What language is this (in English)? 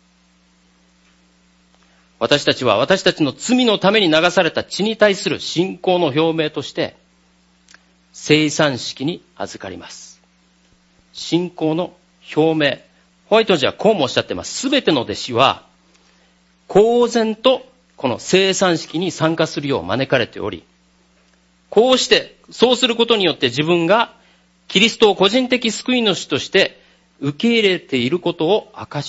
Japanese